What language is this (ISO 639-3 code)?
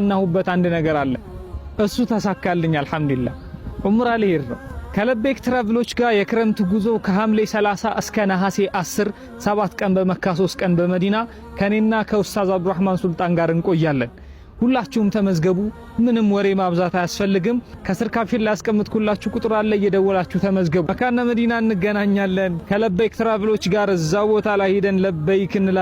amh